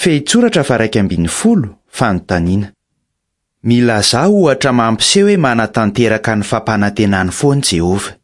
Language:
Malagasy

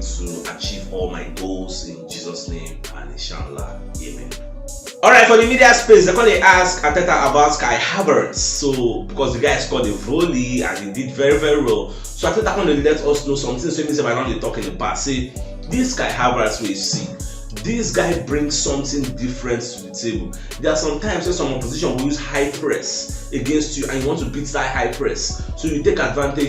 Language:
Nigerian Pidgin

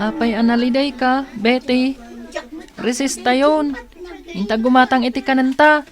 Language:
Iloko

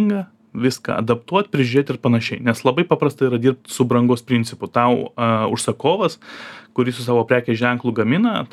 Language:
Lithuanian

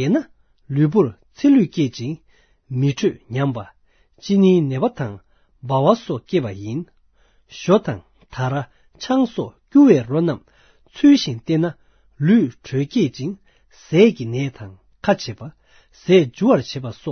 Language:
Tibetan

